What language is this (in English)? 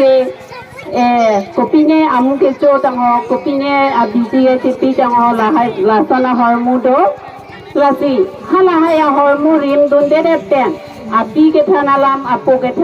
Karbi